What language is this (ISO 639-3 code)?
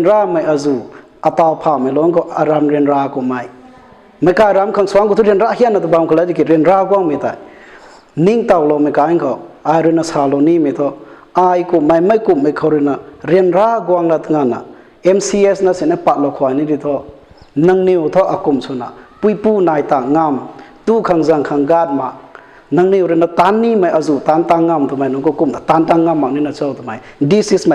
nbu